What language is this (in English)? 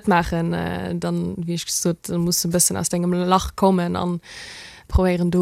Luxembourgish